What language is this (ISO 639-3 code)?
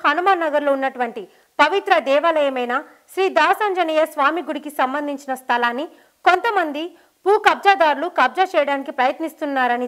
tel